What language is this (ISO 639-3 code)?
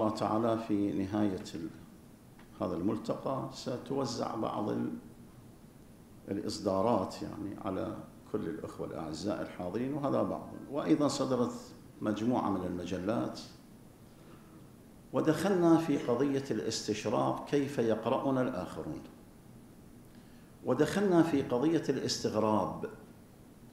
ara